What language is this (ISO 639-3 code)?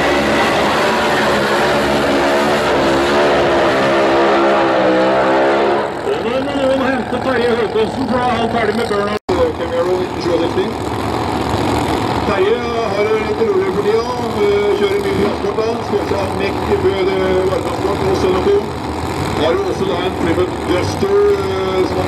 nor